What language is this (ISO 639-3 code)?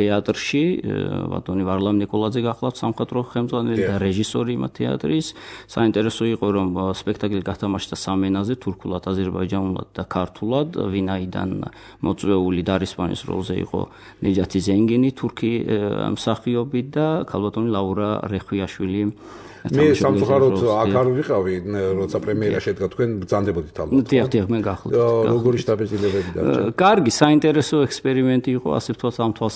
kat